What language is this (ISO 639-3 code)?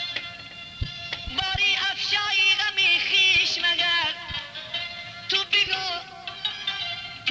fas